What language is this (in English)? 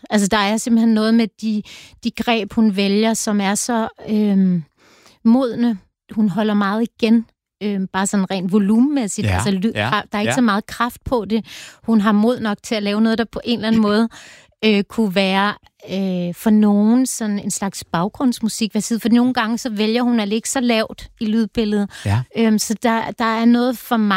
Danish